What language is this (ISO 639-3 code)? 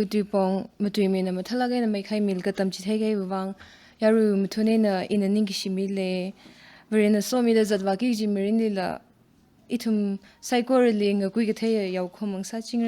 nmf